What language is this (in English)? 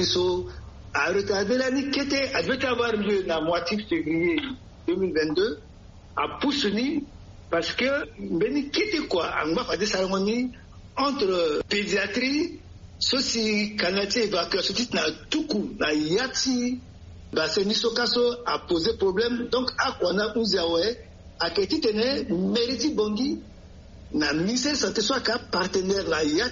Sango